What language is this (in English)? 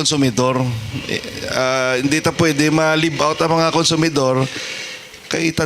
Hiligaynon